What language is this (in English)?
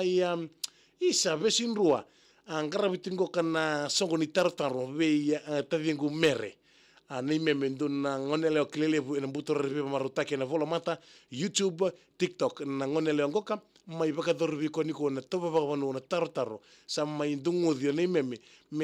Fijian